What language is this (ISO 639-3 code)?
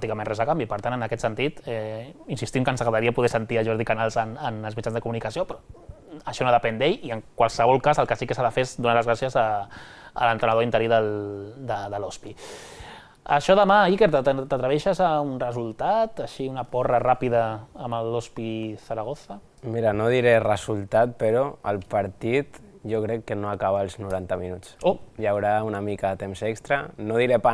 cat